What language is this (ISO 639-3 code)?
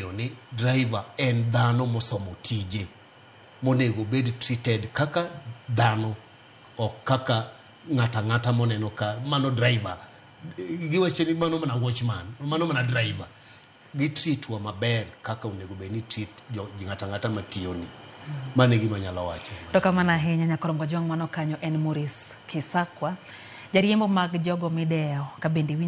luo